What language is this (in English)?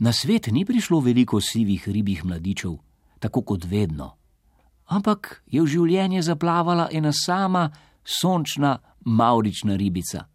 Slovenian